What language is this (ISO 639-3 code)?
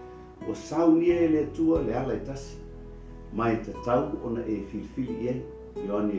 smo